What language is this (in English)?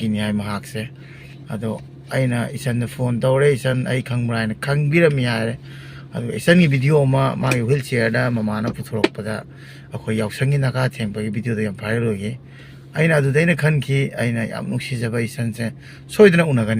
Manipuri